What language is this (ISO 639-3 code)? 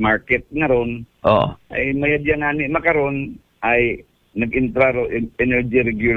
akl